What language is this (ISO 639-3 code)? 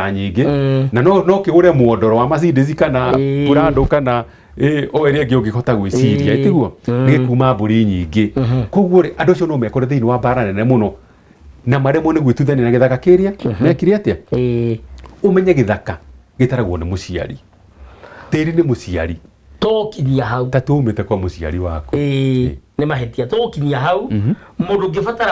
kik